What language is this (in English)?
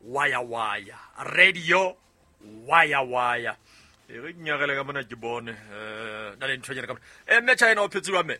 Southern Sotho